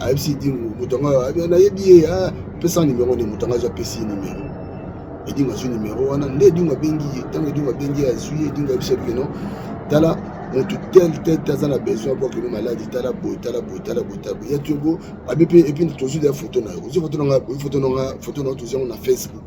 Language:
Lingala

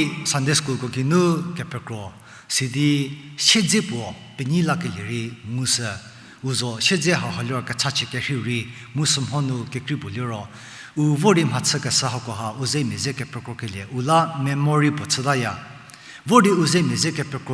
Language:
Angami Naga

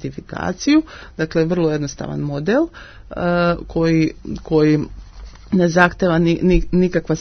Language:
Serbian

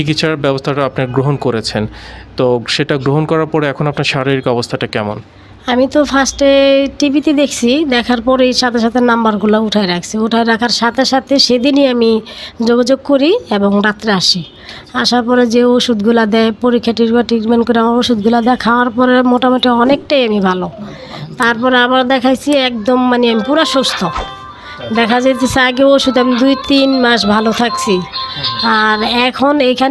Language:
Bangla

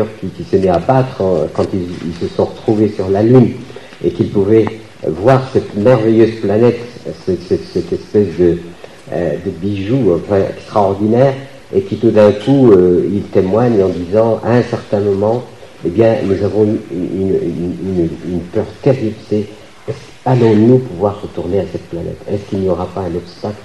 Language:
French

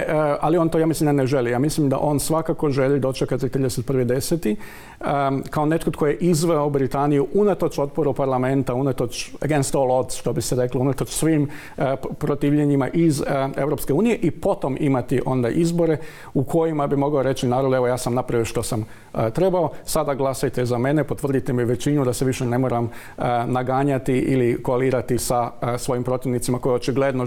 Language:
Croatian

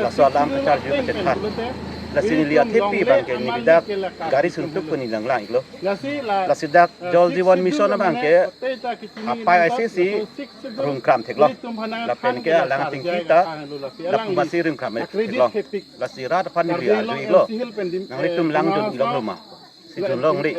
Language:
Karbi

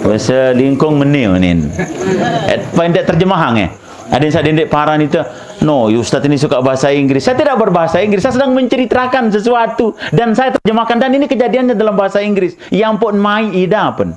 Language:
Sasak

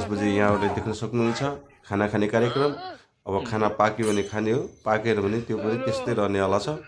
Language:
Nepali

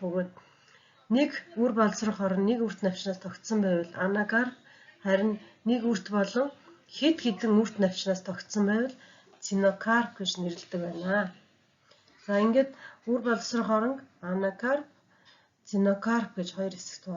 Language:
Mongolian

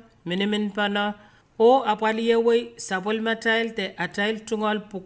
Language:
Pohnpeian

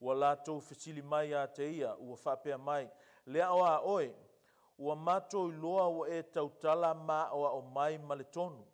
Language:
Samoan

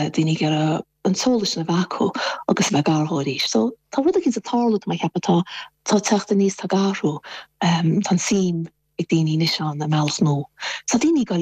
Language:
Irish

